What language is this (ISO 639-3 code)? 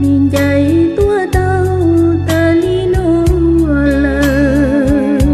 hmn